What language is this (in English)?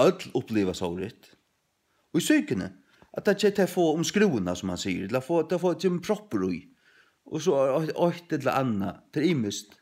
Faroese